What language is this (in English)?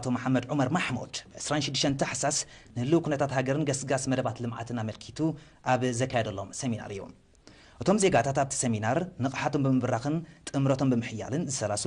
Tigrinya